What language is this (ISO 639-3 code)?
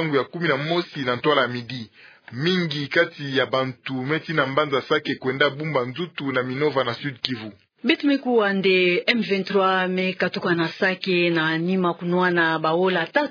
ktu